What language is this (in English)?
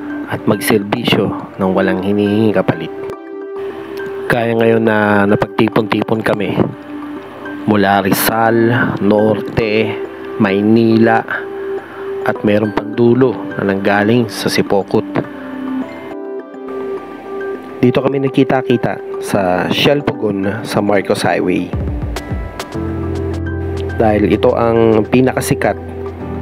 Filipino